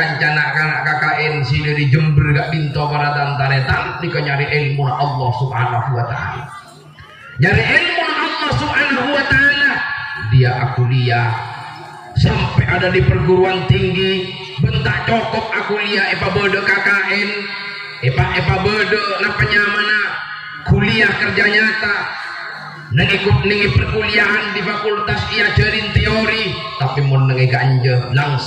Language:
Madurese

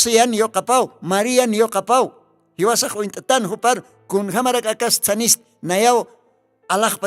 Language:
Aymara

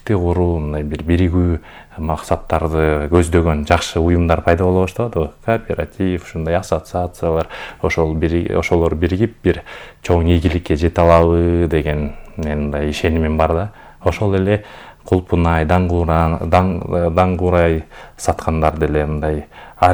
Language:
Kyrgyz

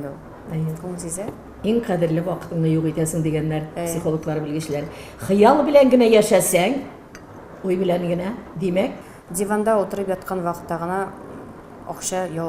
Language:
Tatar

